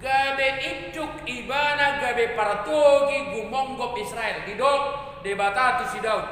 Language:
Batak Toba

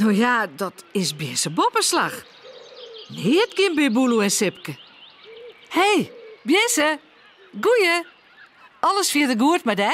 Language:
Western Frisian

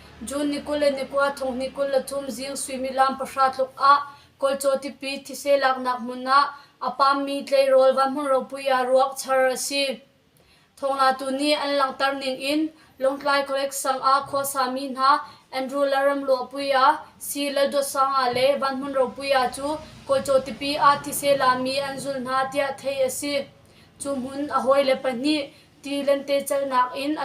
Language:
Hakha Chin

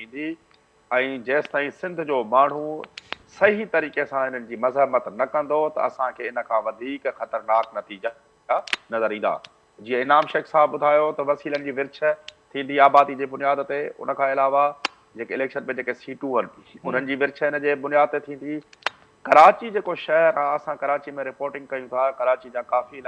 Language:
Sindhi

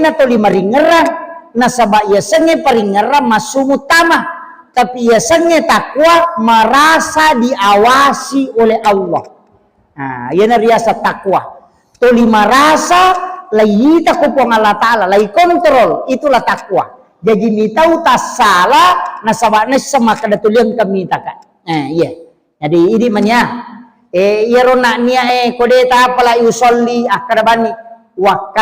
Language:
Buginese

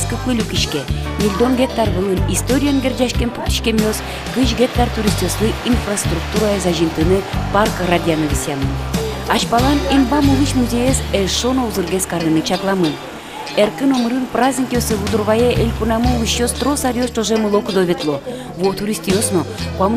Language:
Udmurt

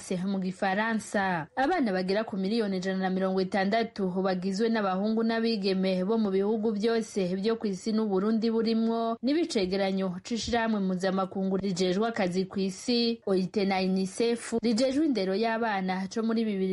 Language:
Rundi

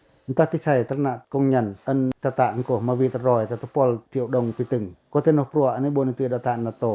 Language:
Pacoh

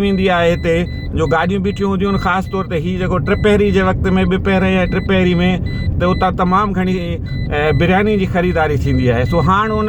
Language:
Sindhi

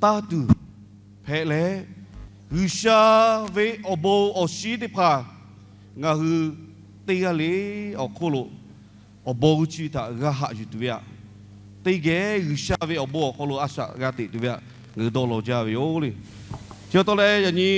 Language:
Lahu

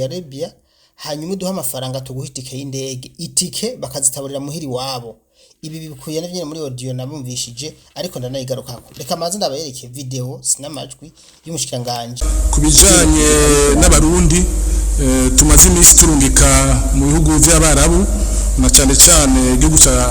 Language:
Rundi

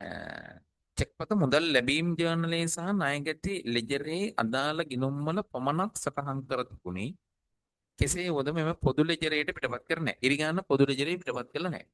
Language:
Sinhala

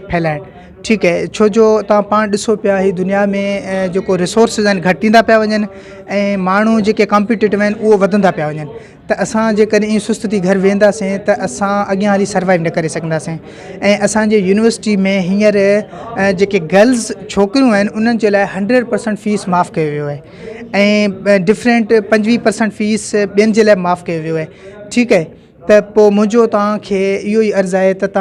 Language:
Sindhi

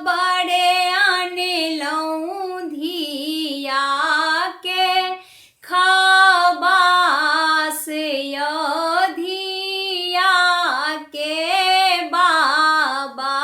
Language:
Maithili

